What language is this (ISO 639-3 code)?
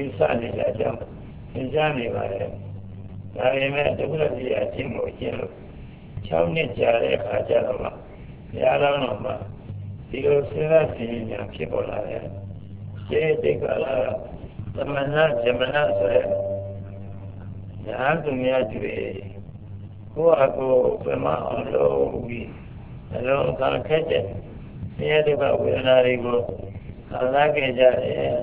mya